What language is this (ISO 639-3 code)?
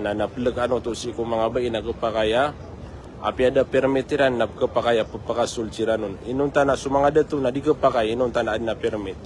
mrw